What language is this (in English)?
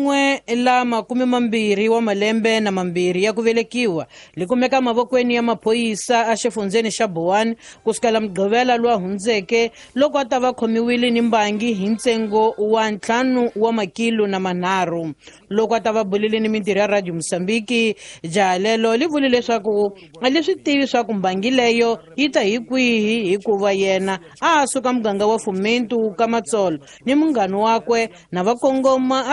Tsonga